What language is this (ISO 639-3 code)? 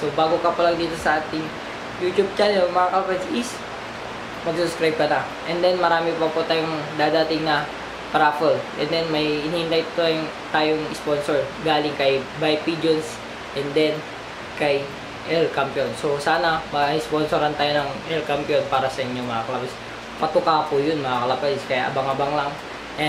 fil